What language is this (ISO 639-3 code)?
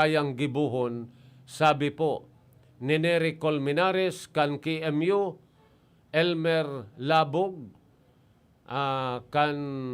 bik